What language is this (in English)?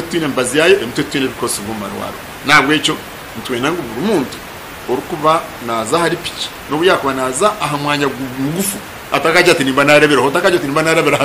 Nyankole